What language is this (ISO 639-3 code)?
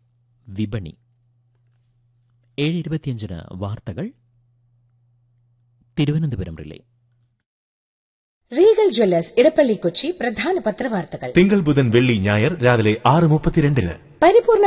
mal